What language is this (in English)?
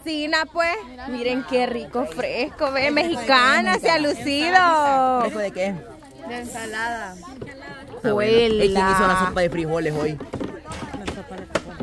Spanish